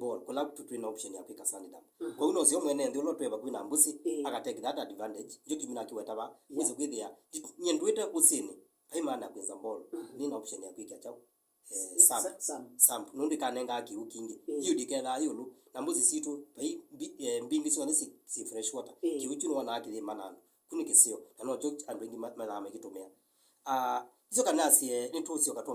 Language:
Kamba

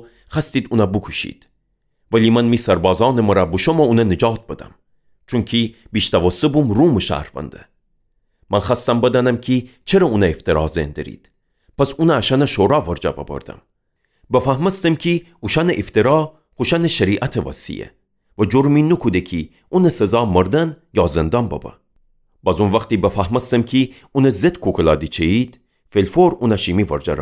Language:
Gilaki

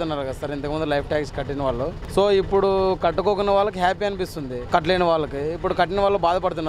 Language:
Telugu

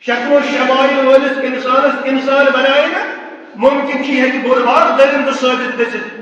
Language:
Kashmiri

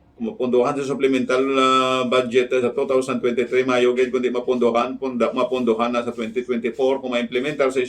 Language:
Hiligaynon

